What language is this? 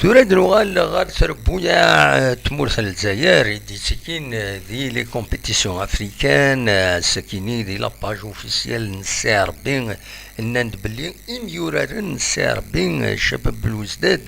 Kabyle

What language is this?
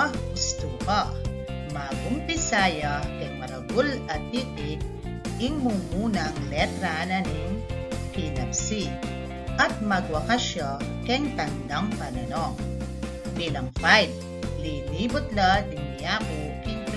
Pampanga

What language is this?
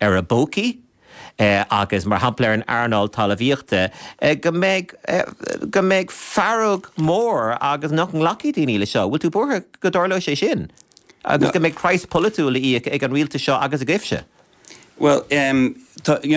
Irish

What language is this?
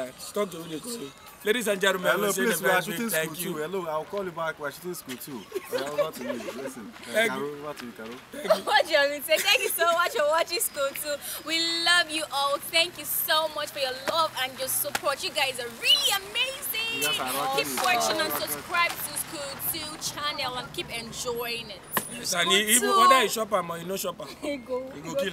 Nigerian Pidgin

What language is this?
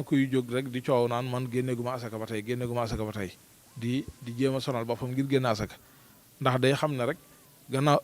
Wolof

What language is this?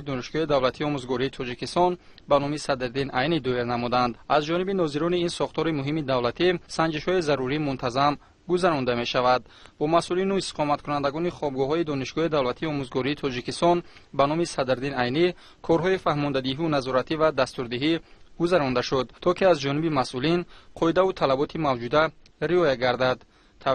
Tajik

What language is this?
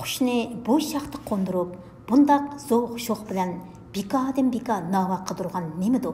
Uyghur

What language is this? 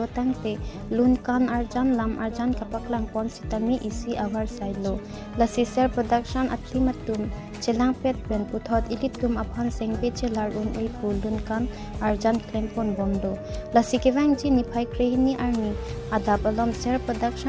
Karbi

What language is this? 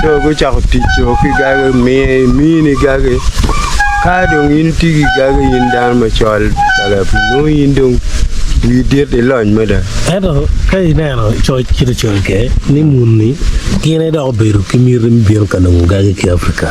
Acoli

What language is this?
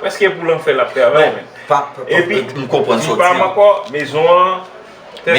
Haitian Creole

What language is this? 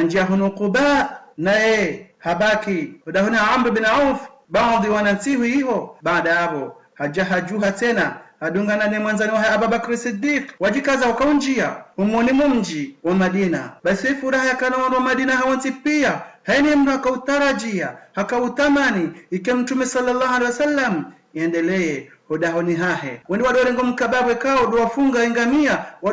Ngazidja Comorian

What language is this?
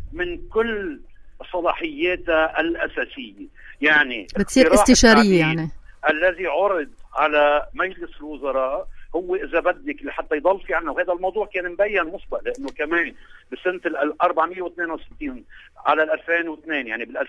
North Levantine Arabic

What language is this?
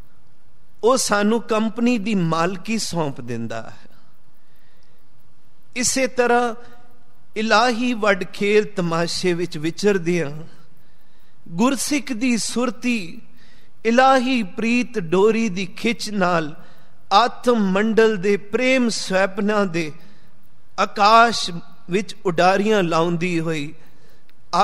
Punjabi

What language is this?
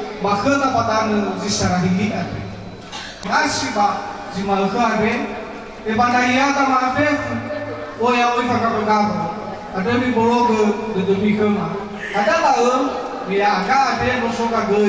Nias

